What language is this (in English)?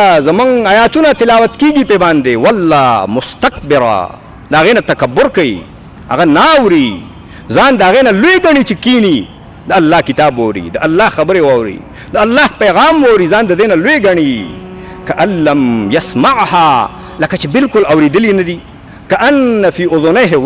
Pashto